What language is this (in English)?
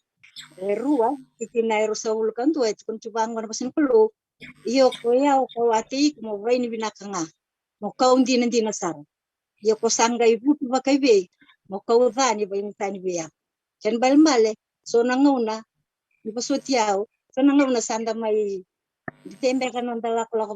Fijian